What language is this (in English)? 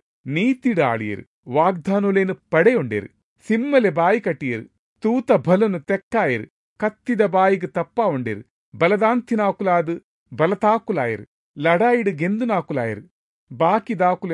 Tulu